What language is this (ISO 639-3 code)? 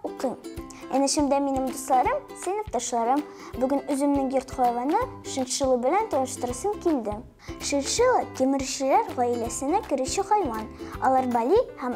tat